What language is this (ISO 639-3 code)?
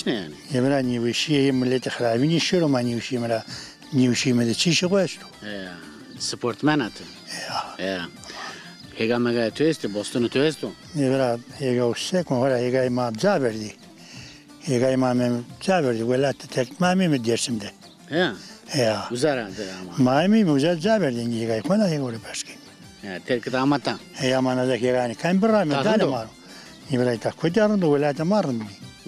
zza